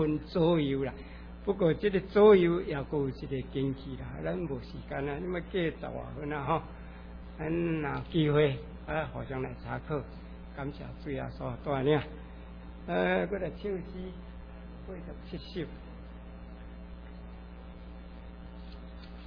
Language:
Min Nan Chinese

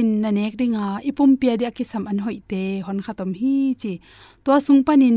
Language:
Tedim Chin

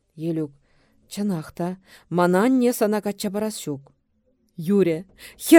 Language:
Chuvash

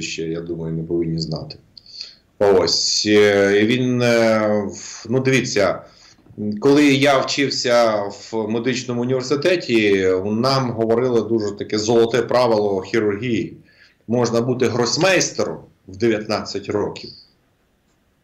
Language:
Ukrainian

